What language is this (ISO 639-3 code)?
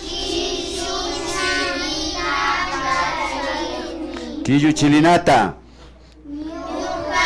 qvi